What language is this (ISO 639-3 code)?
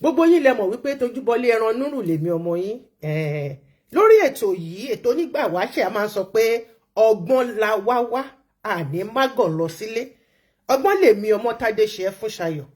yor